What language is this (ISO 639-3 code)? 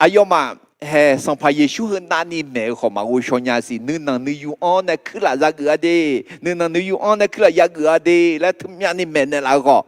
ahk